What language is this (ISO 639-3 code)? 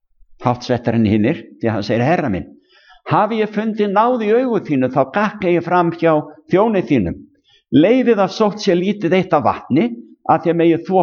isl